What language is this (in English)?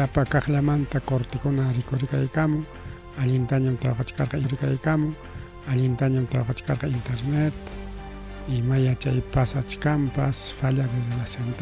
Ayacucho Quechua